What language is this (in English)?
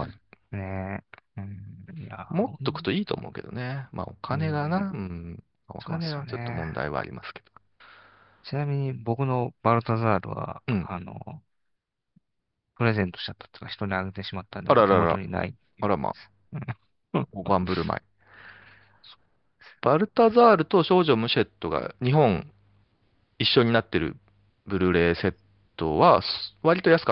Japanese